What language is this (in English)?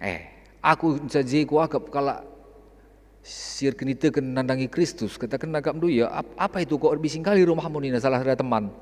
Batak Karo